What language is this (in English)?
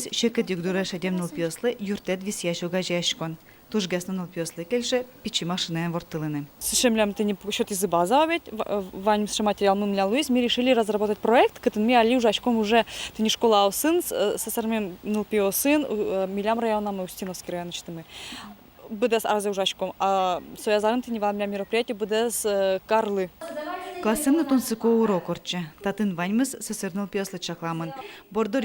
Udmurt